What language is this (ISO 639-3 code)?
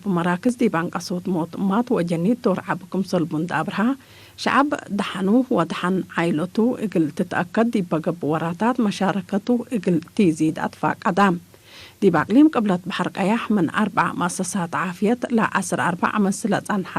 tig